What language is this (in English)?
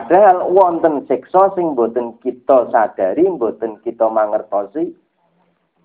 Javanese